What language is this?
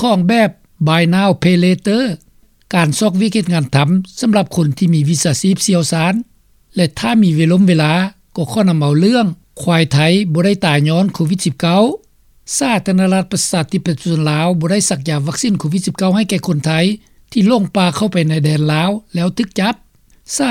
Lao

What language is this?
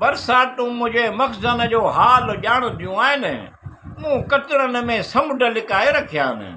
Sindhi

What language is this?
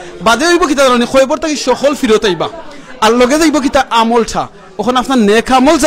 Sylheti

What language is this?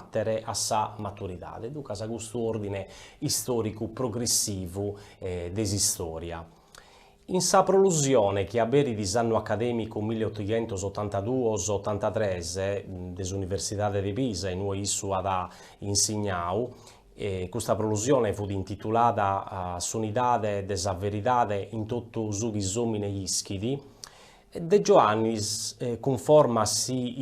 Sardinian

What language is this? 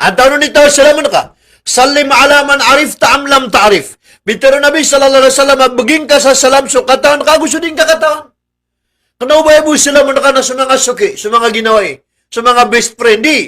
Maranao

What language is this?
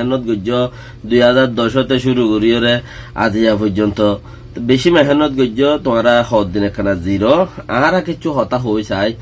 Rohingya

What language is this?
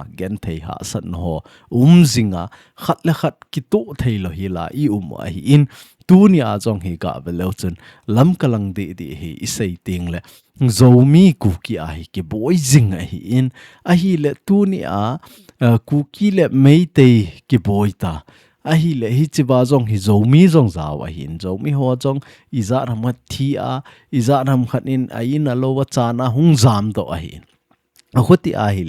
Thado Chin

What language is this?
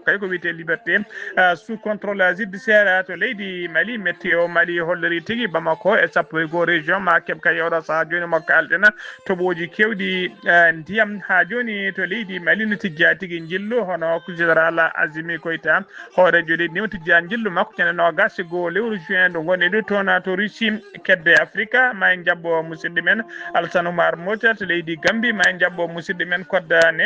Fula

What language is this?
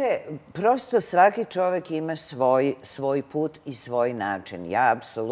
Serbian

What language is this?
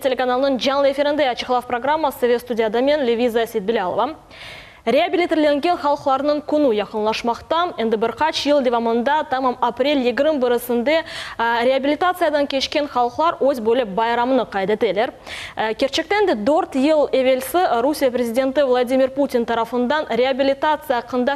Crimean Tatar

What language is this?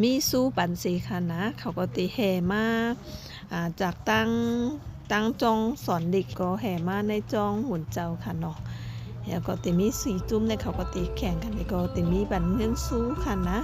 Shan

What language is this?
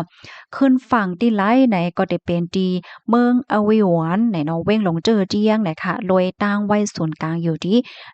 Shan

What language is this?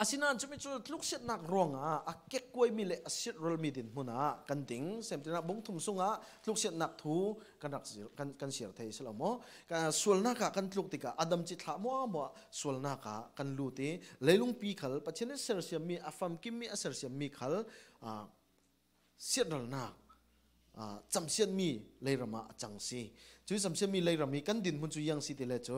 Falam Chin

